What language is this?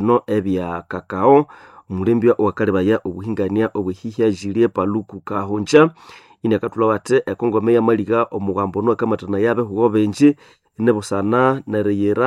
Nande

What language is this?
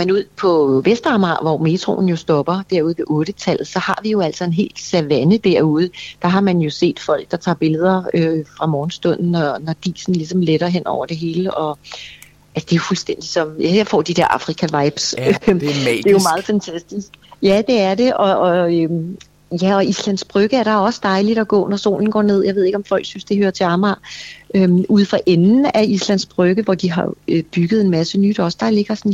Danish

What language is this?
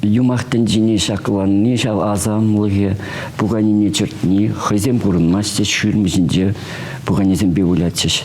Chuvash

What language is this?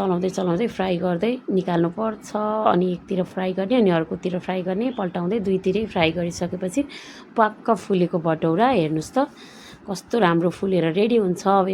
Nepali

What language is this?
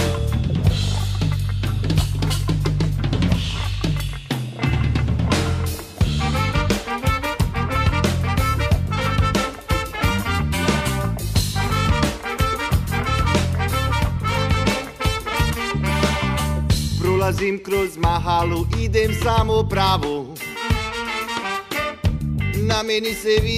Bosnian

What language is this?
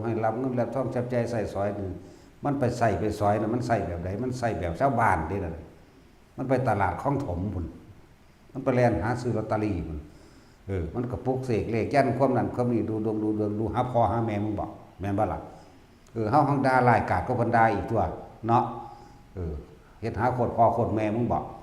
Northeastern Thai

